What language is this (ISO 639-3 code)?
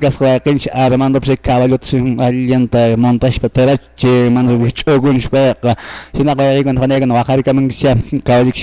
que